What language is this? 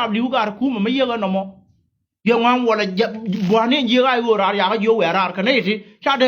Nuer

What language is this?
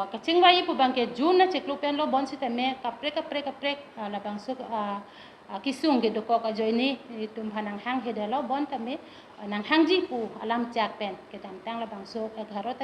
Karbi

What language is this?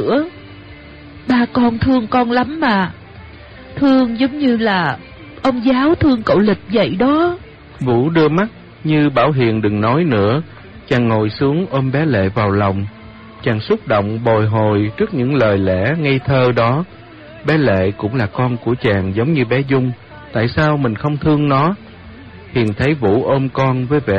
Vietnamese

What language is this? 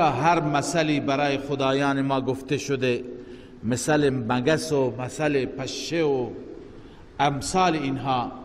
Persian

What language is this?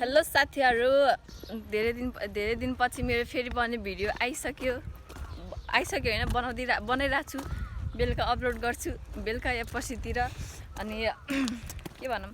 Nepali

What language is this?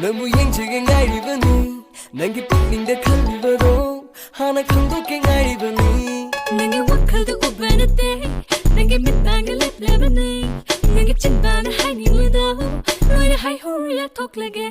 Manipuri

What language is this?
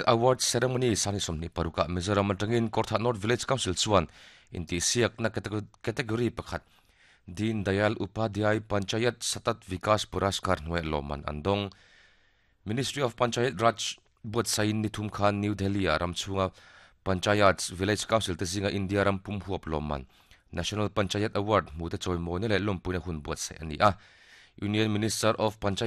Mizo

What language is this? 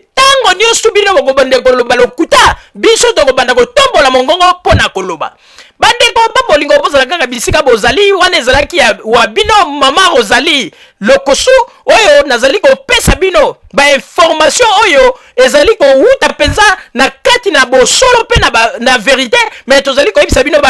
Lingala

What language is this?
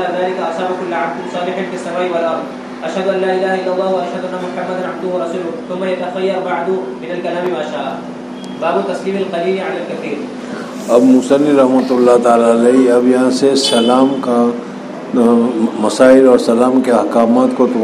Urdu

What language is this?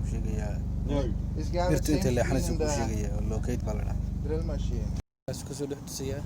Somali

